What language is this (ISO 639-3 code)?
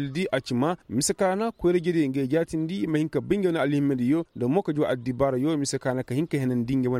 ses